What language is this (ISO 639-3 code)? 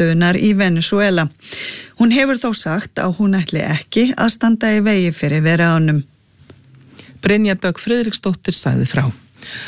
isl